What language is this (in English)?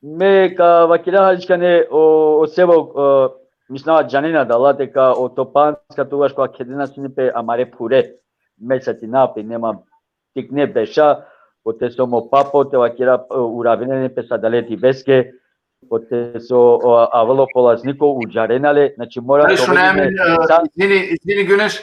Balkan Romani